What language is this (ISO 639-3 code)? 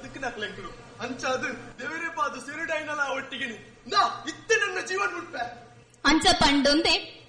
tcy